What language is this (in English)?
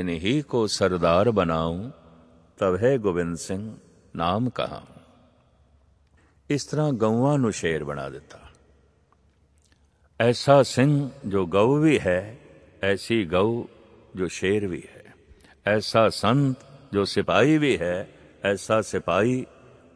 Punjabi